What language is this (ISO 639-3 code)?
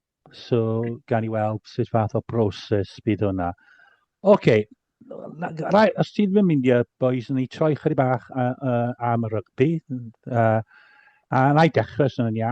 cym